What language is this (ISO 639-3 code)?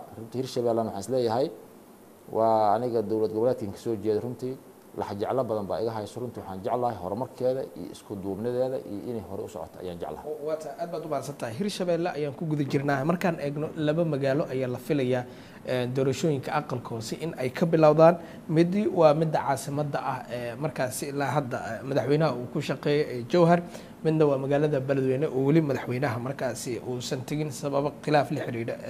som